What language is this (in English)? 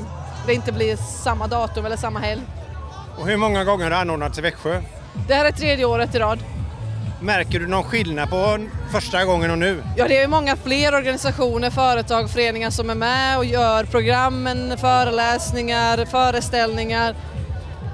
Swedish